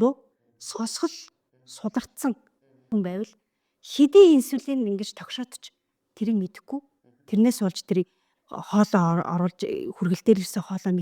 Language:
Mongolian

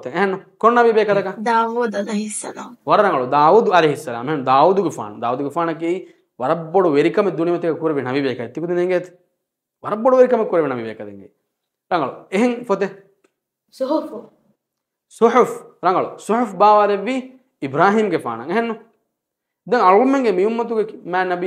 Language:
Divehi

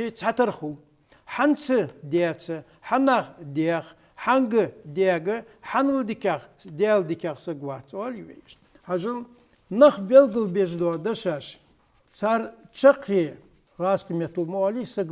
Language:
Ingush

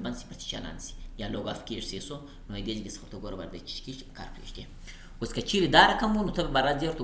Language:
Pashto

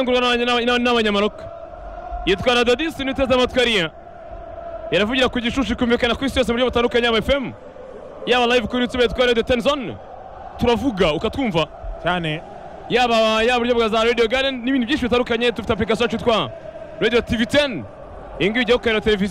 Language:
Kinyarwanda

